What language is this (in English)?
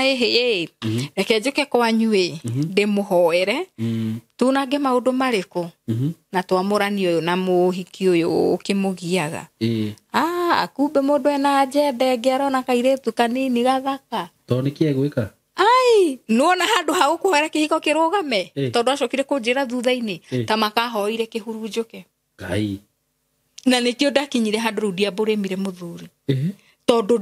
Kikuyu